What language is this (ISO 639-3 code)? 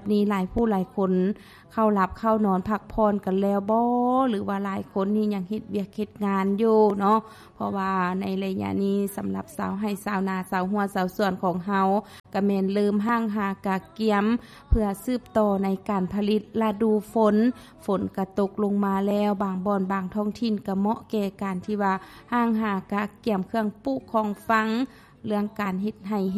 lao